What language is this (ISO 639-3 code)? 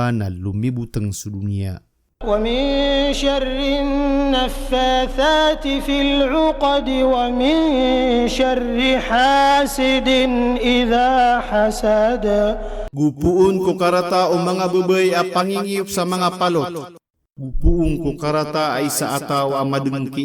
mrw